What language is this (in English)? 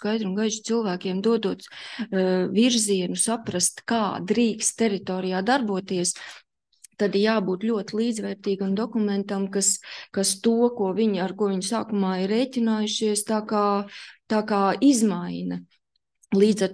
Latvian